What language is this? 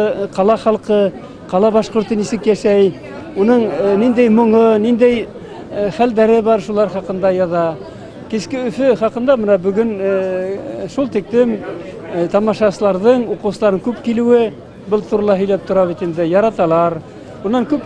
Bashkir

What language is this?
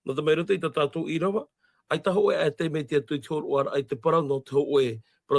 Tahitian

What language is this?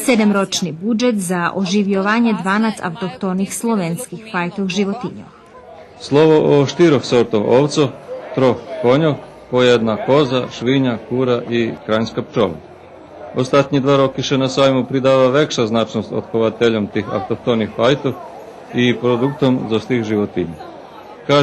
Rusyn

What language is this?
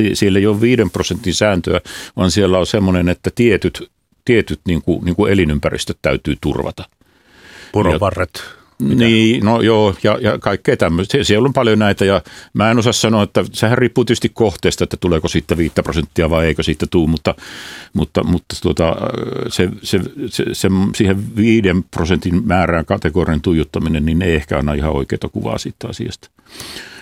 Finnish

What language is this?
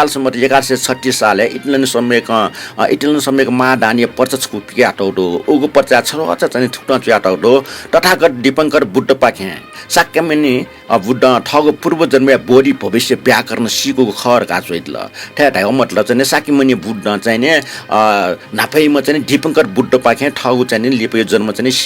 Newari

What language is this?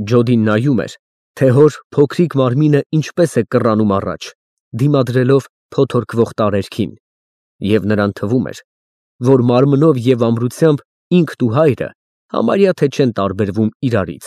Armenian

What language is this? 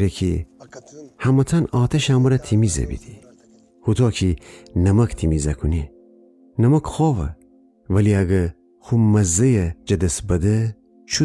Gilaki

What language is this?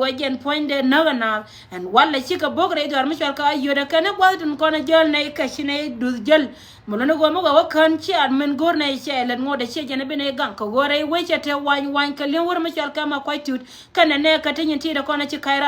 Nuer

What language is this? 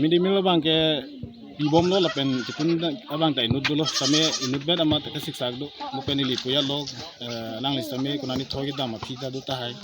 Karbi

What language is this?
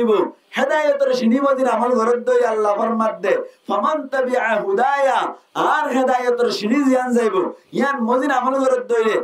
Rohingya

